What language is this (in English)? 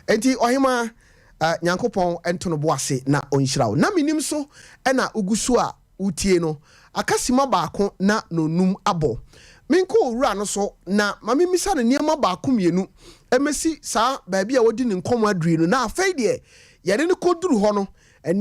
Akan